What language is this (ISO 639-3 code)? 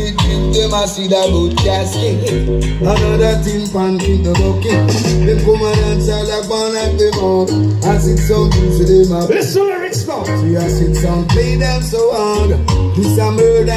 jam